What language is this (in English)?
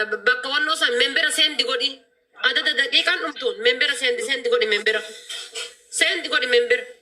Oromo